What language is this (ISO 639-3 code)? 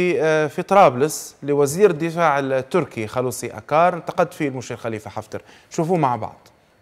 ara